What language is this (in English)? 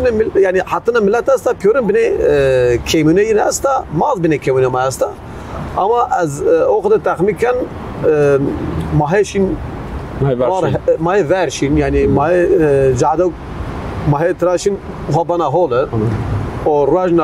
Zaza